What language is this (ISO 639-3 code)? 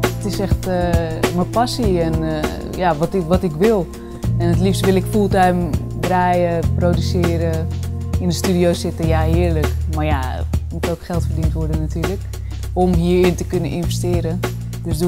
nld